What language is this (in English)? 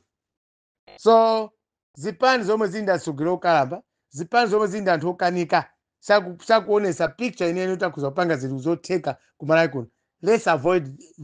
Nyanja